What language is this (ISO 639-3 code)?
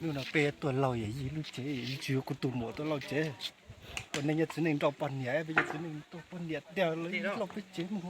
hmn